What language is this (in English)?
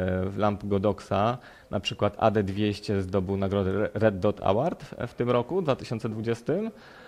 Polish